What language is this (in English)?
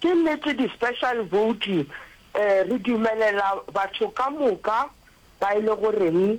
Northern Sotho